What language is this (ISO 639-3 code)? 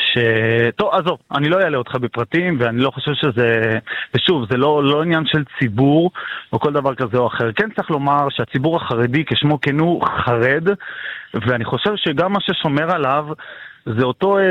heb